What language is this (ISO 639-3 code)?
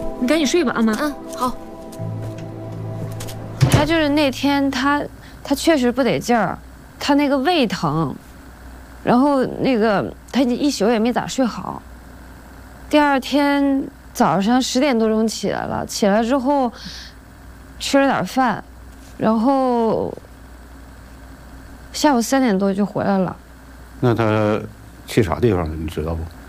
zho